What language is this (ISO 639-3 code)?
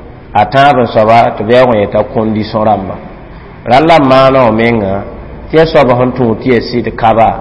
mos